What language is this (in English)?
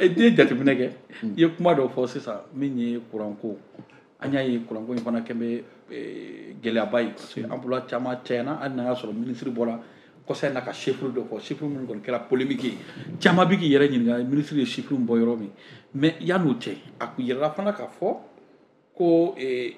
Bambara